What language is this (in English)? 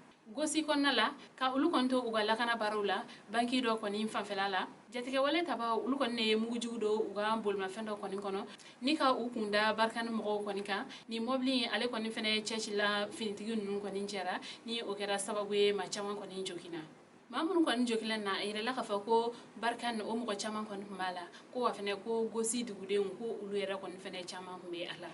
Bambara